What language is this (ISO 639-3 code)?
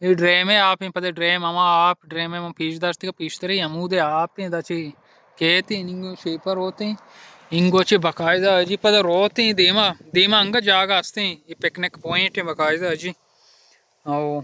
bal